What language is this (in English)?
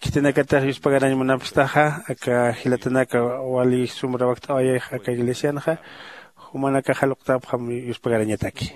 Aymara